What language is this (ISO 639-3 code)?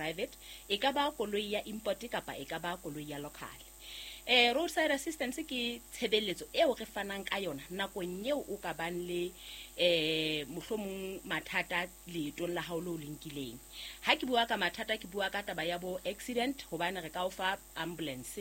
sot